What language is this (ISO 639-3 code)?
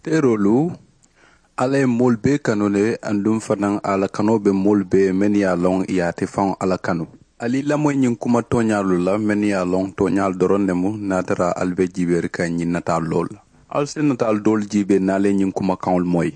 man